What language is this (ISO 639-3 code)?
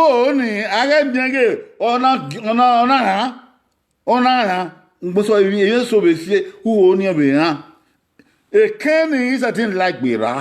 bin